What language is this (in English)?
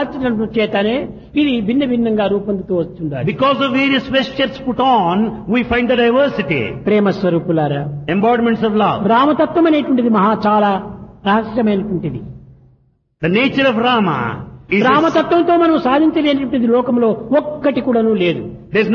Telugu